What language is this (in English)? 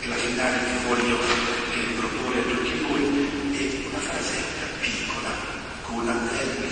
Italian